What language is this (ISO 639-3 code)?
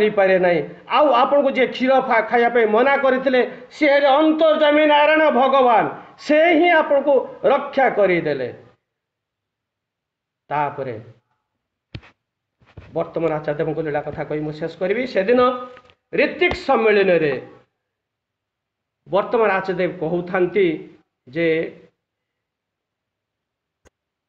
ori